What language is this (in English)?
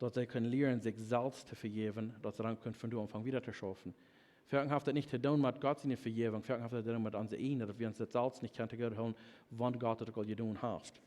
Plautdietsch